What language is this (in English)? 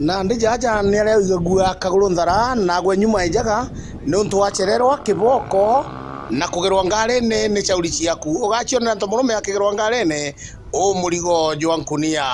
Meru